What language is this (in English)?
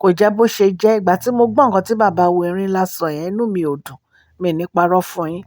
Yoruba